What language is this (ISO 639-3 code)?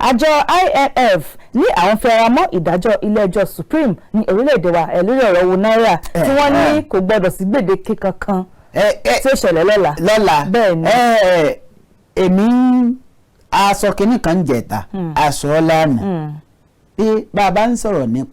yor